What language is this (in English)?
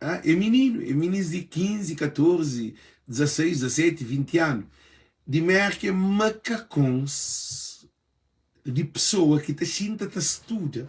Kabuverdianu